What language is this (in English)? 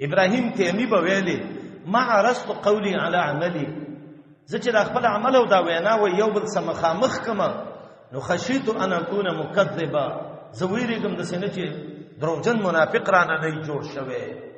Pashto